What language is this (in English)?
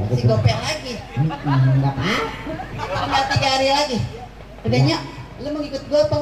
Betawi